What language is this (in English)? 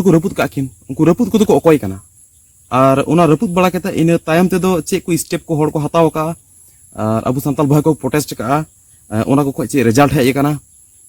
Santali